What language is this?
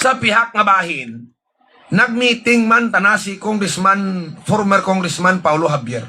Hiligaynon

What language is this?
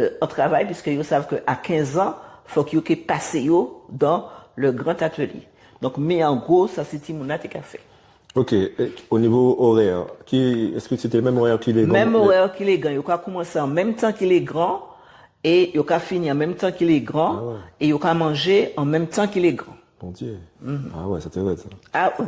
Guadeloupean Creole French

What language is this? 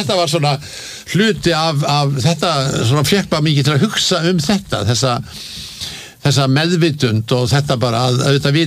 Icelandic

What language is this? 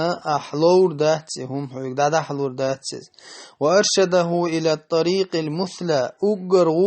Chechen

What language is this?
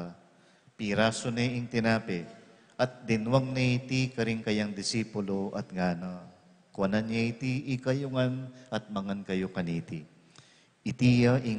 Pampanga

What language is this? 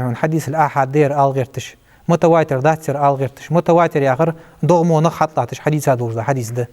Ingush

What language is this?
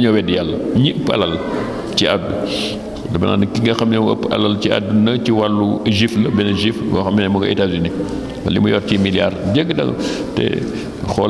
Wolof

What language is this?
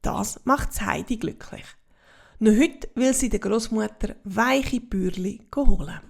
Swiss German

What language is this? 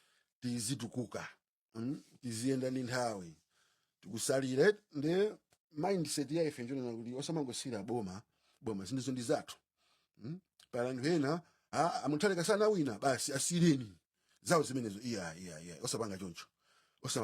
Nyanja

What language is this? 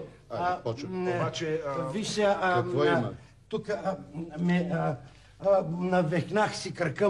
Bulgarian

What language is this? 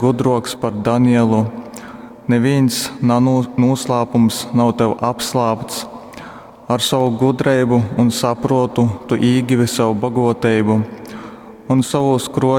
Latgalian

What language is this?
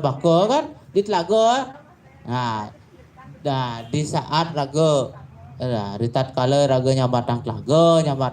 Balinese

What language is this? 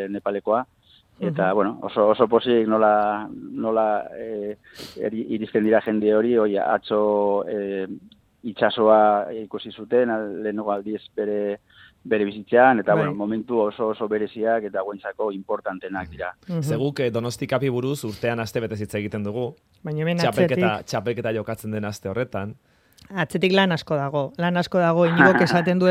Basque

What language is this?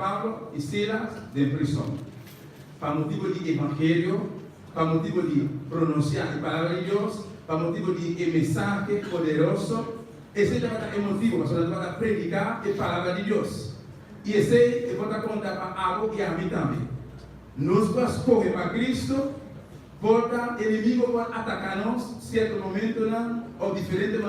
Papiamento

